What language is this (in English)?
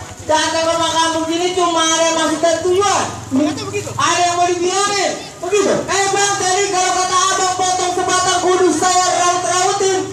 Betawi